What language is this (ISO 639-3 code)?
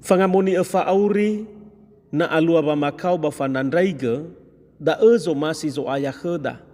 nia